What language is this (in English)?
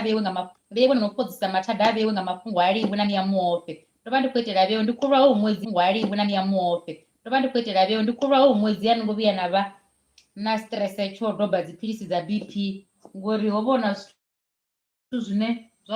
Venda